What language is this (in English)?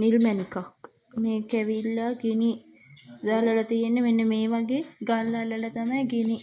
Sinhala